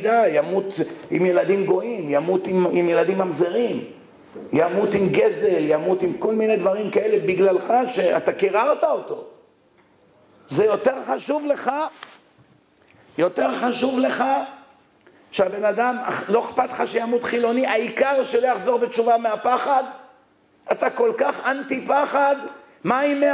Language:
Hebrew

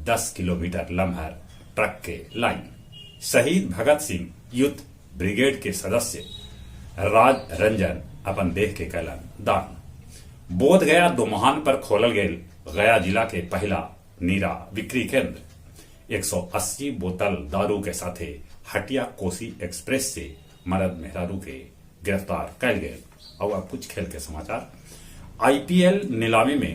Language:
Magahi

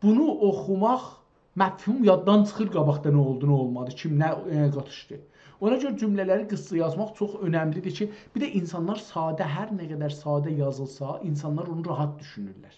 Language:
South Azerbaijani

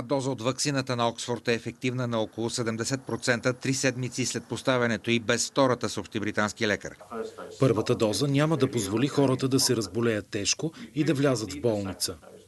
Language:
Bulgarian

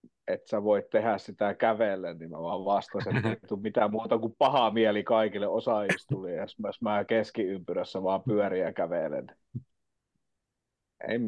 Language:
Finnish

